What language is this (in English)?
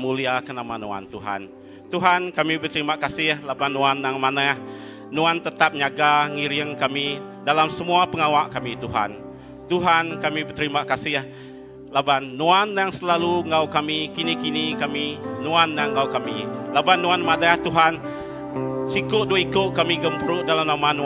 Iban